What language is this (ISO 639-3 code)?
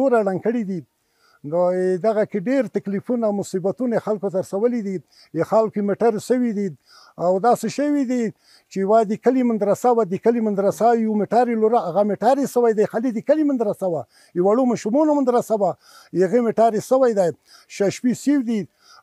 pus